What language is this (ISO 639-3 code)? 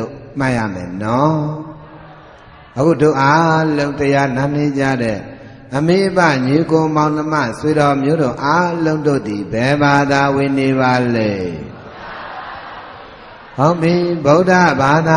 mya